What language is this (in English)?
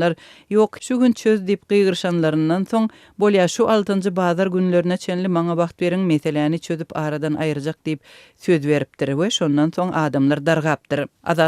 Turkmen